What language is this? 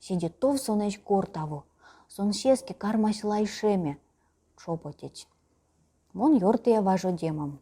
Erzya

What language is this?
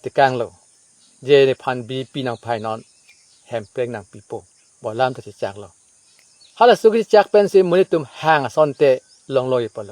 Karbi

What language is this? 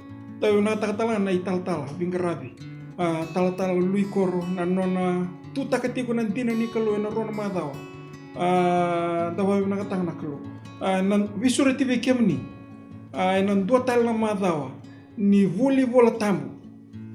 Fijian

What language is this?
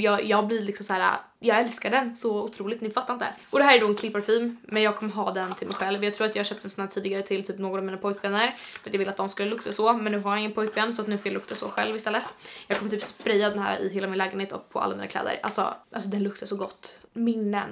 Swedish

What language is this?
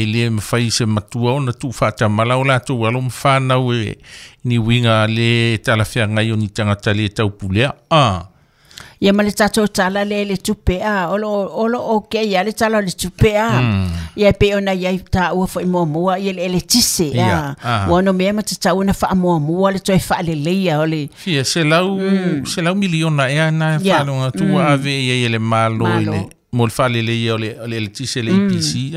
Samoan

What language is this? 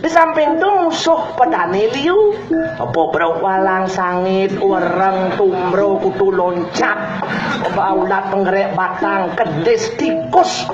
Balinese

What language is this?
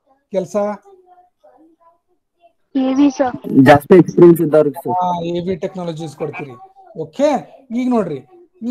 Kannada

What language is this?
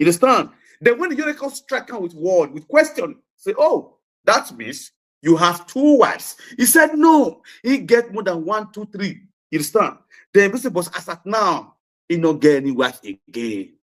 Nigerian Pidgin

